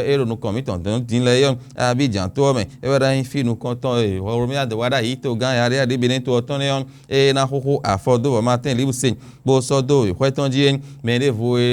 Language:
Fon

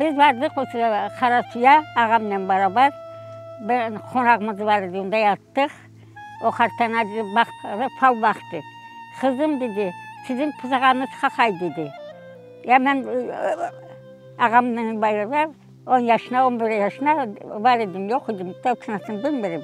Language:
Crimean Tatar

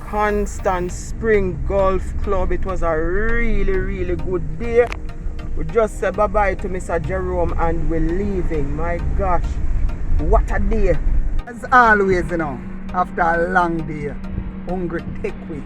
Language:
Jamaican Creole English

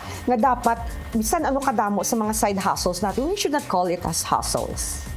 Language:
Hiligaynon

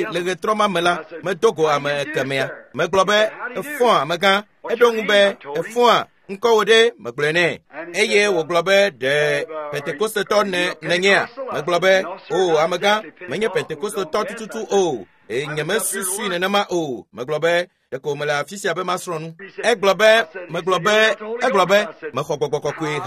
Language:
Ewe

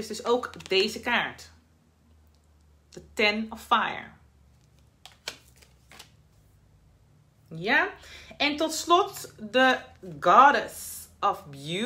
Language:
Dutch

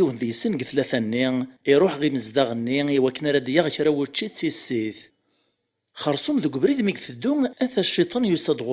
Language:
Kabyle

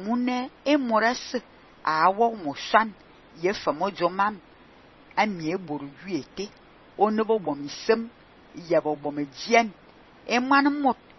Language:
Fang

